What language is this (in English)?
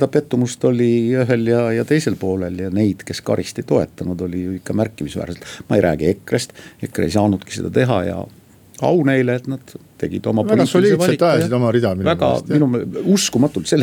Estonian